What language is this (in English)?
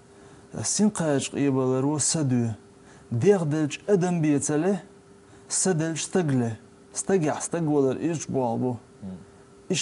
Chechen